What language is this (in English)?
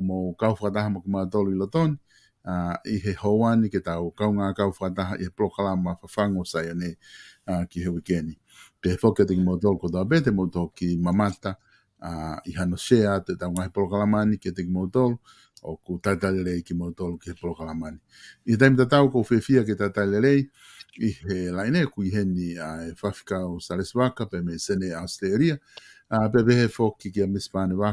Tongan